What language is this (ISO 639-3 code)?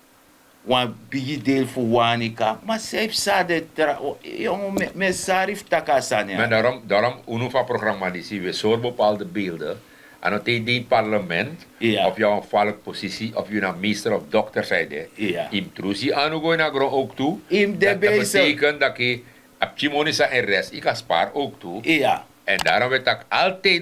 srn